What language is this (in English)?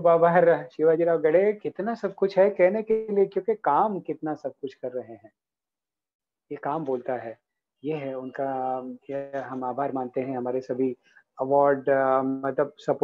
Marathi